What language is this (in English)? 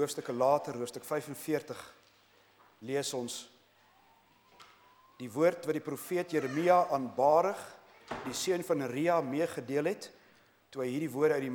Afrikaans